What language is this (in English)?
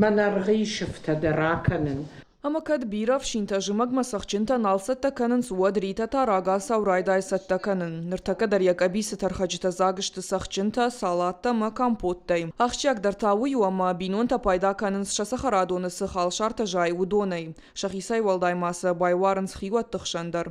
Ossetic